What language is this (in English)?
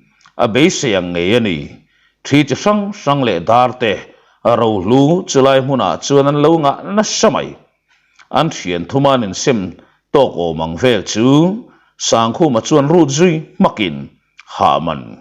Mizo